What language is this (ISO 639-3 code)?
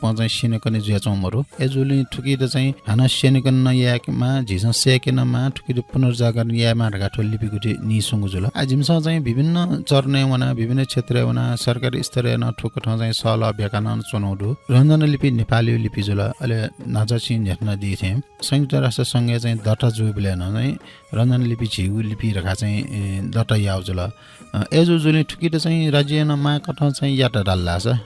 new